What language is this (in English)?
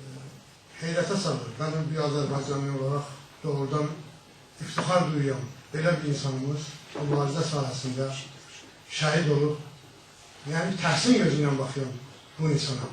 South Azerbaijani